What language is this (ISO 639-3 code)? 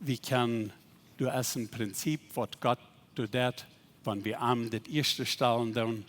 pdt